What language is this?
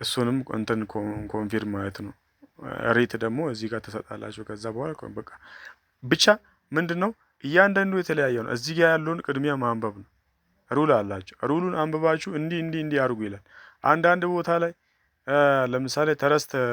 Amharic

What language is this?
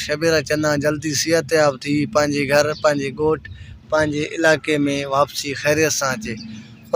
Sindhi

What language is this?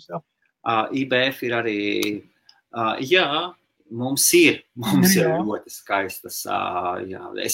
Latvian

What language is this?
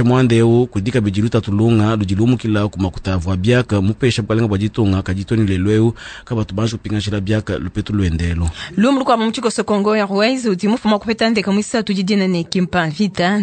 Luba-Lulua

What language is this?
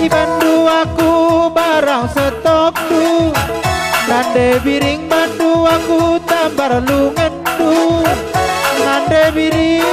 Batak Karo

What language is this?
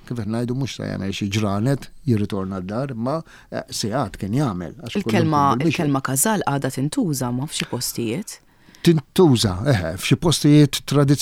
Maltese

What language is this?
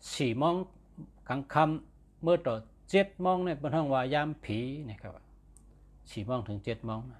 Shan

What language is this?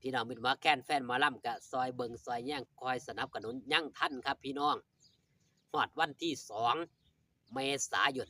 Northeastern Thai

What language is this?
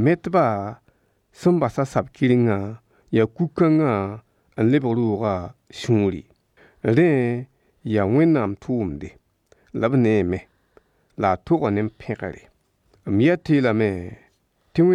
Mossi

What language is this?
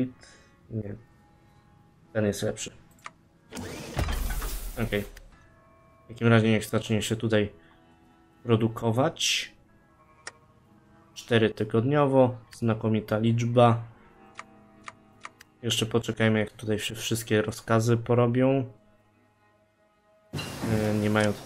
Polish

